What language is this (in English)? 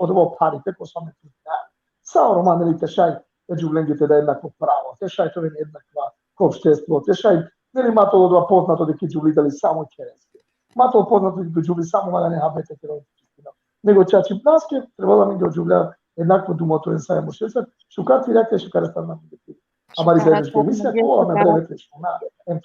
Balkan Romani